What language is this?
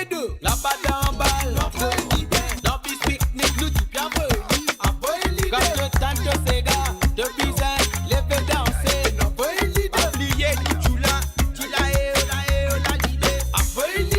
Morisyen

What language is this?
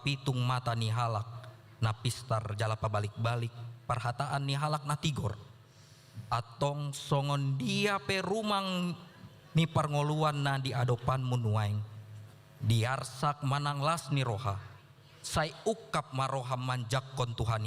Batak Toba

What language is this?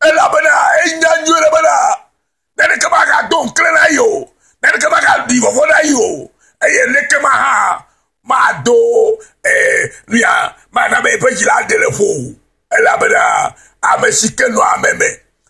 Ewe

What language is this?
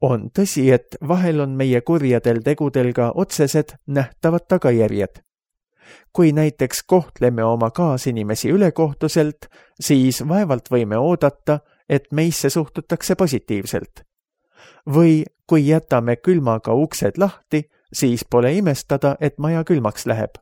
Estonian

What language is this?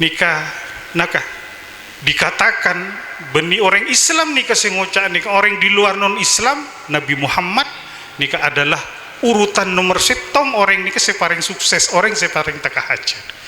Madurese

